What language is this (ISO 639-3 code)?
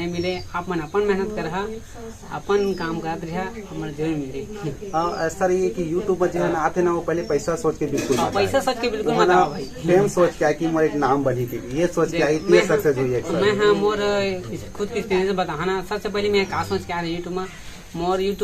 hne